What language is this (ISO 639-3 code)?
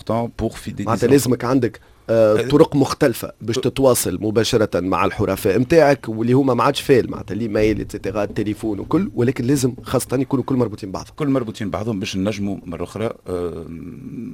aeb